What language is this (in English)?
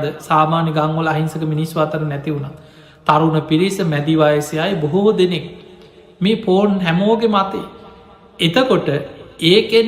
Sinhala